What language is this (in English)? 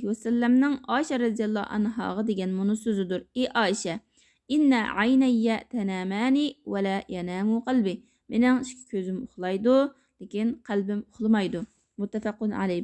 Uyghur